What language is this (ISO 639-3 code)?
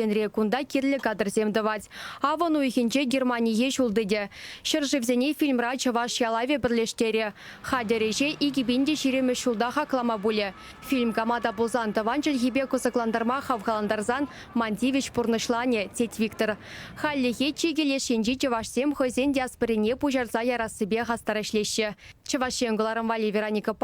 chv